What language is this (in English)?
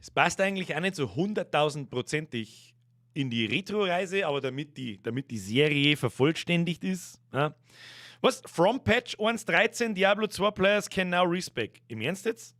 Bavarian